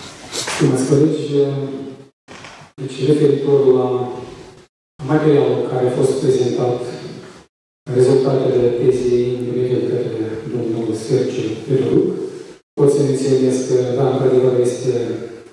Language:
Romanian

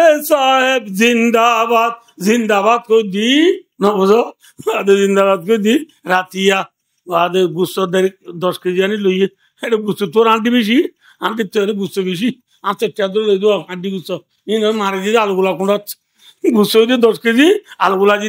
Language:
Rohingya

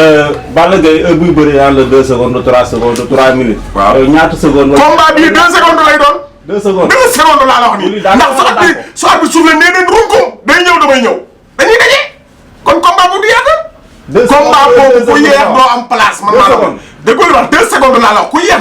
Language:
Wolof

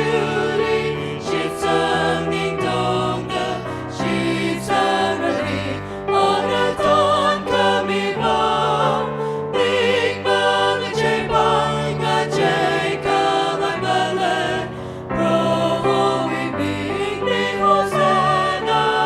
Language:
Tangkhul Naga (India)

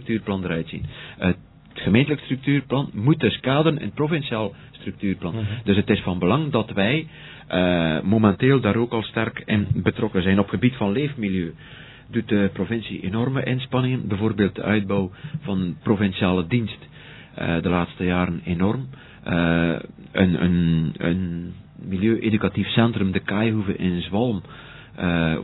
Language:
Dutch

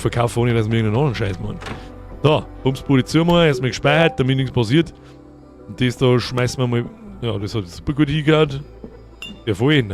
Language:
Bavarian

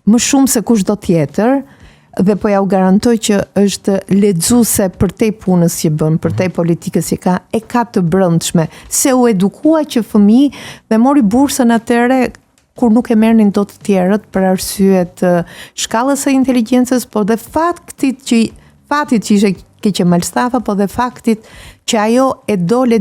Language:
Albanian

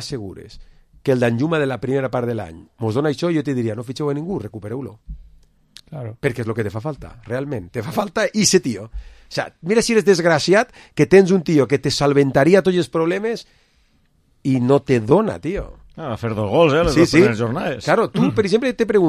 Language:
Catalan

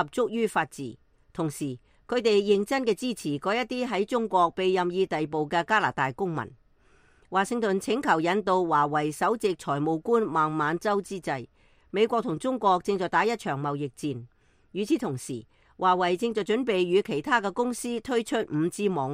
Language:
Cantonese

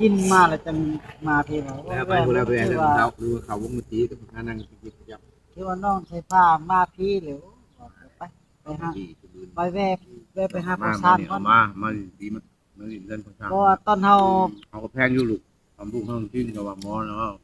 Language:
Northeastern Thai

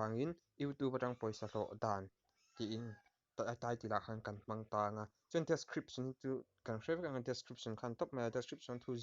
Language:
Mizo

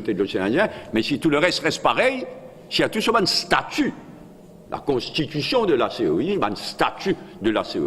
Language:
Morisyen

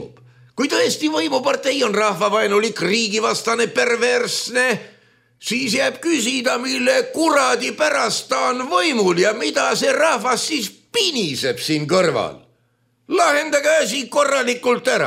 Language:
Estonian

